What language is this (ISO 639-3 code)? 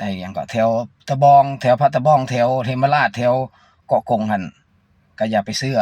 lao